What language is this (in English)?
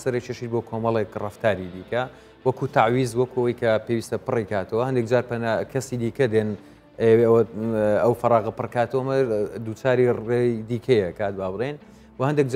Central Kurdish